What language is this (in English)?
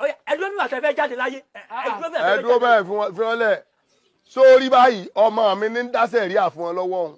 Yoruba